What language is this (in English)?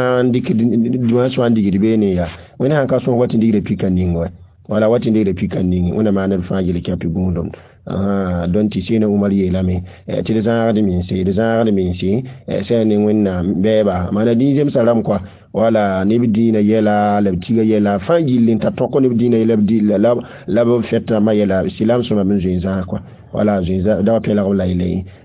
Mossi